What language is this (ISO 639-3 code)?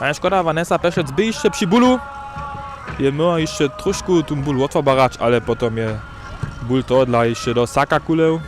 hsb